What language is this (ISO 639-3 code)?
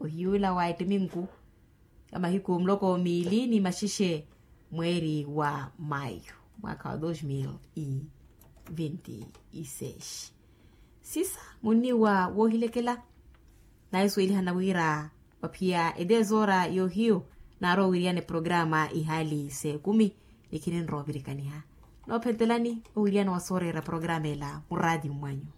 vmw